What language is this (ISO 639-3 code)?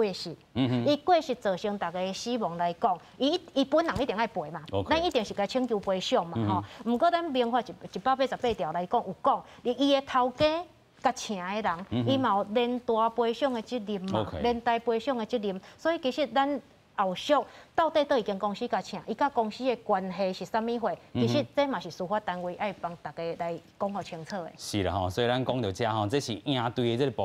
nan